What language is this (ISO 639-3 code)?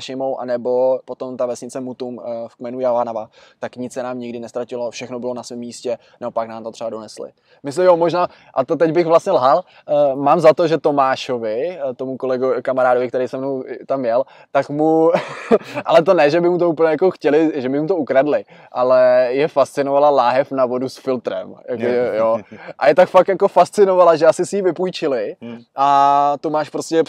ces